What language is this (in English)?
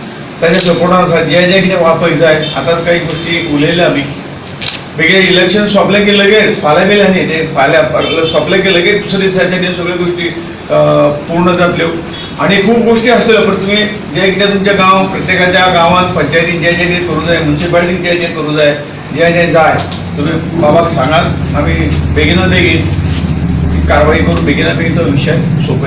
Konkani